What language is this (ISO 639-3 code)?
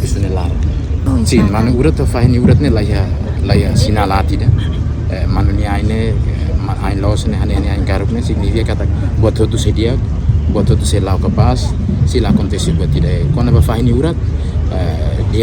tet